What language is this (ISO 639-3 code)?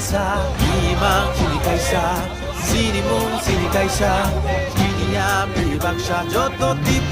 trp